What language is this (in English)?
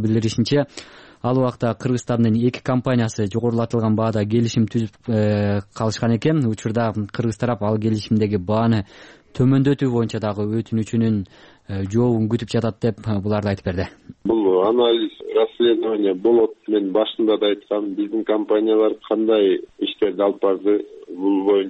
Kyrgyz